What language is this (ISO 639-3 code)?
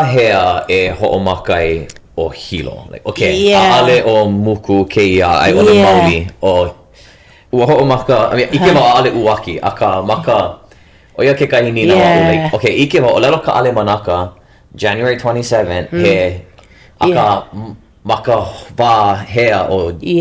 haw